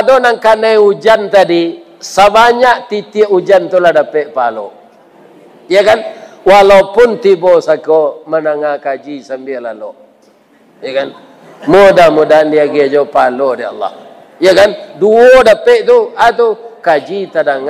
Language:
Minangkabau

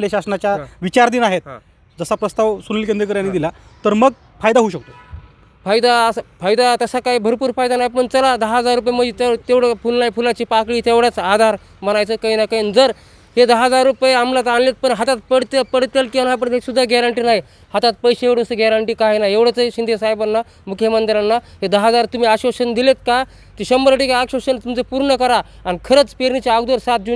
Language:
Marathi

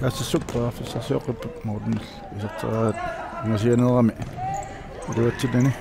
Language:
Kalaallisut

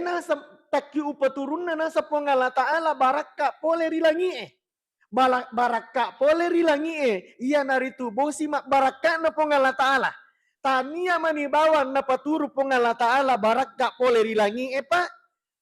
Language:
Buginese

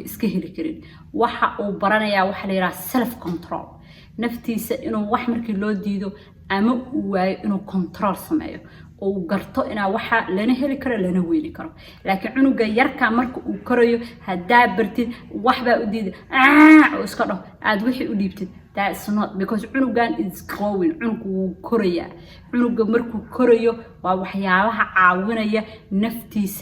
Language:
Somali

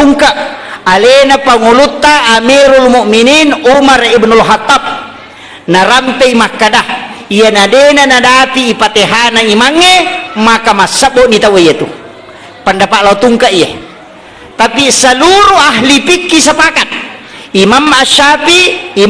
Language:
Buginese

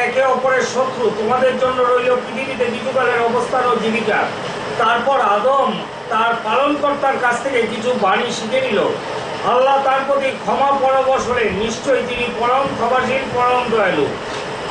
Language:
Bangla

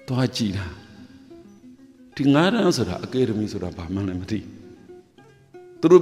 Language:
Burmese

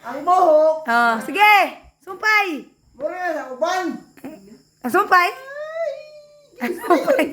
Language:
Cebuano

